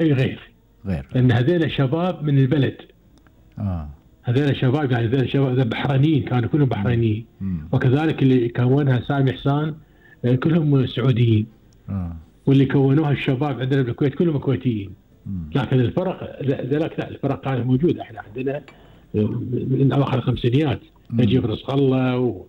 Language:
Gulf Arabic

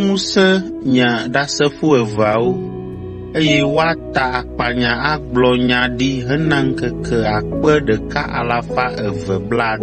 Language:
Ewe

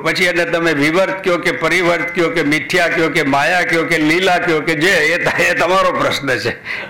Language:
Gujarati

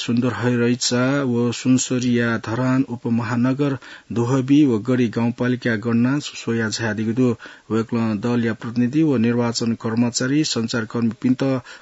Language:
Newari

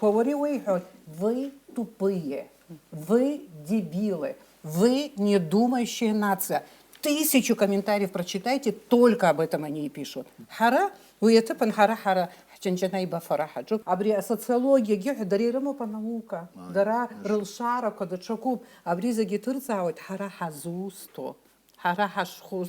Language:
Abkhazian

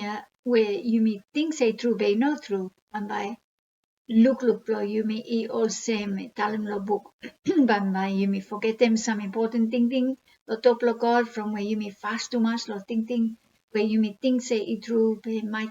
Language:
Bislama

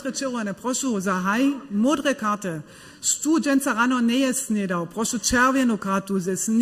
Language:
Upper Sorbian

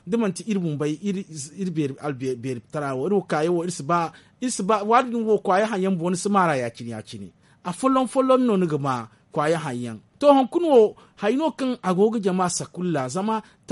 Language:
Zarma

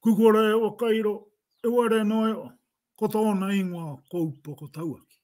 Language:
Māori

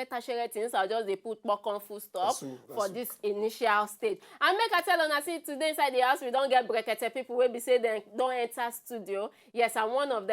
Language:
Nigerian Pidgin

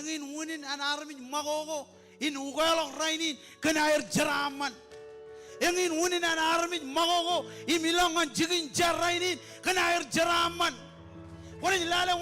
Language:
Marshallese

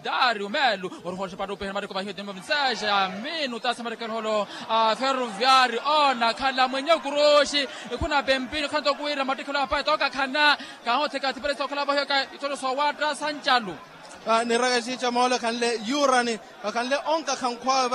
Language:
Swahili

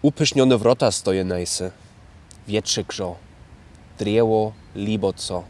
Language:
Lower Sorbian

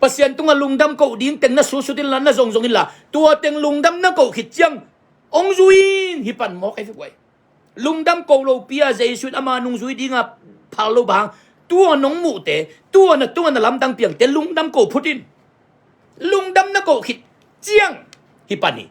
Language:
Tedim Chin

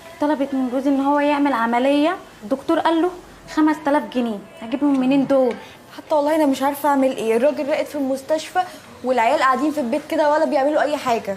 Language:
Egyptian Arabic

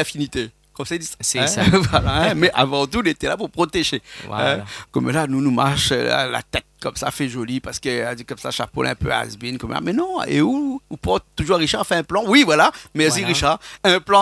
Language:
Réunion Creole French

